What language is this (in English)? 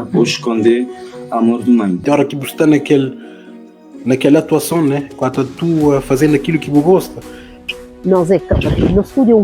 Kabuverdianu